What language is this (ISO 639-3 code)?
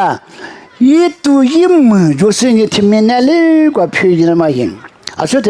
lis